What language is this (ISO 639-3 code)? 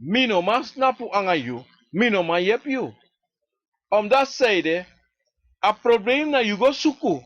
srn